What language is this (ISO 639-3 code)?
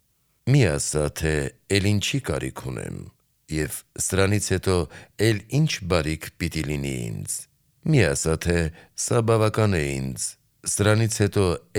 hye